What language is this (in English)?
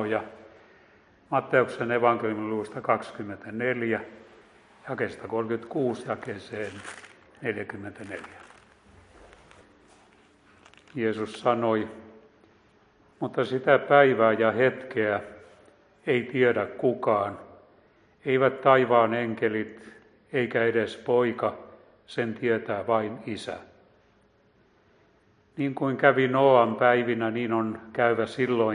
Finnish